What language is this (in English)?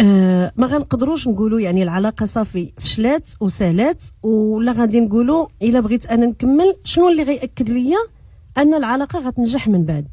Moroccan Arabic